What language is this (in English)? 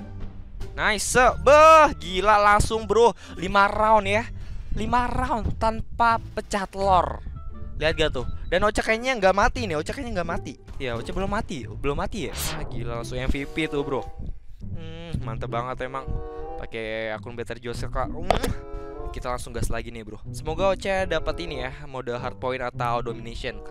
Indonesian